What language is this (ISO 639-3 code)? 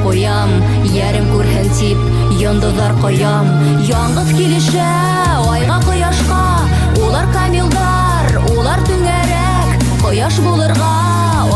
bak